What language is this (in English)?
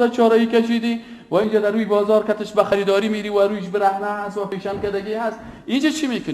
Persian